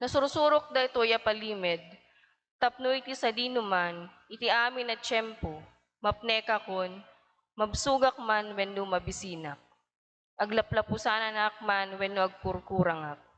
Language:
Iloko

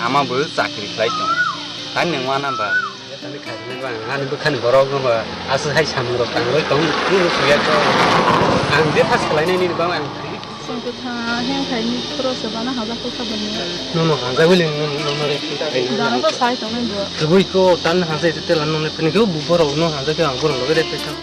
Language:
Kok Borok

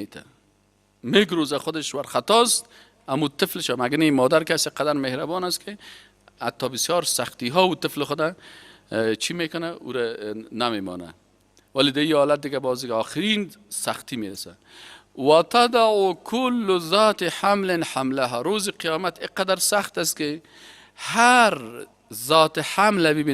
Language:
Persian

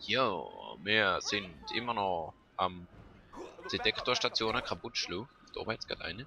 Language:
Swiss German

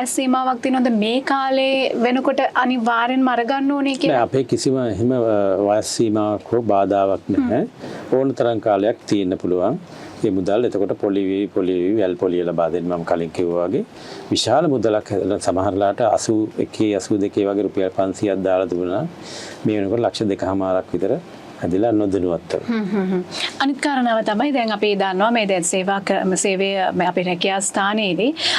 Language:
Sinhala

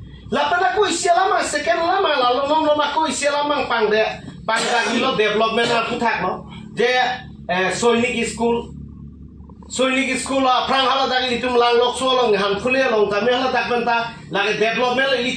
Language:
Karbi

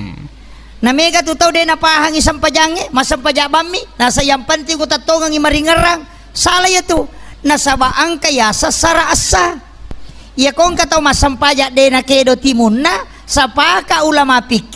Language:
Buginese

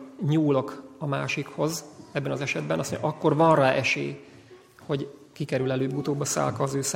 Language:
Hungarian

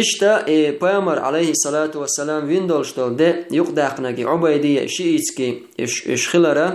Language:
Chechen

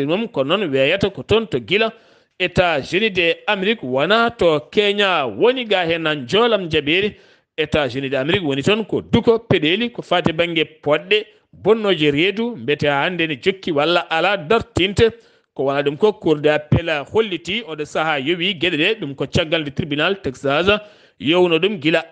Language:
Fula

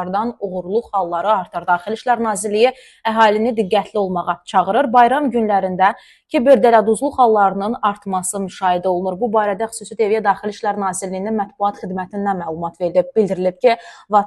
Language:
Azerbaijani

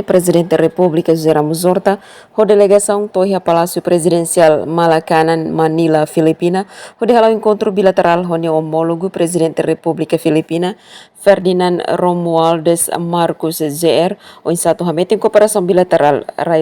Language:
Tetum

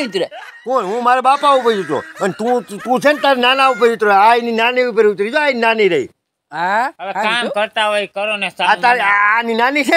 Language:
Gujarati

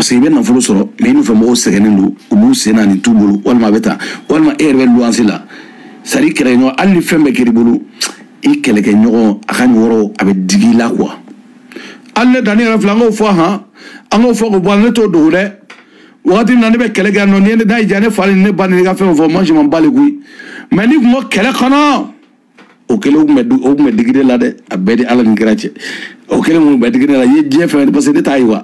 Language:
Bambara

